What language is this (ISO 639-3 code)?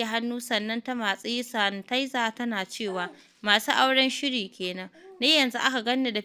hau